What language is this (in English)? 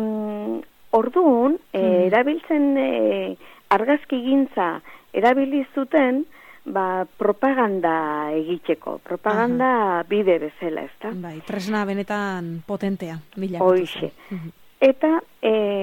Basque